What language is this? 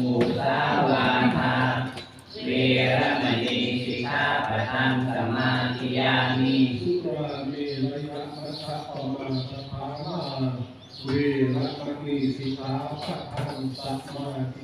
Pali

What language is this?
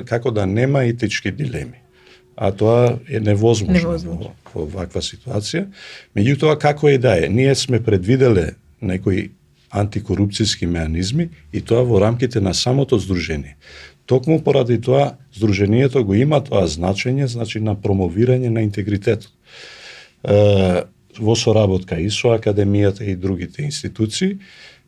Macedonian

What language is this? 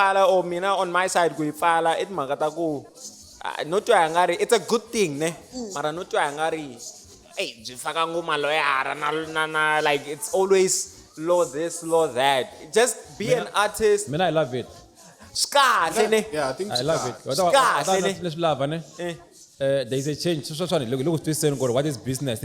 Tsonga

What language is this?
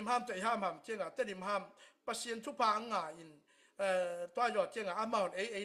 Tedim Chin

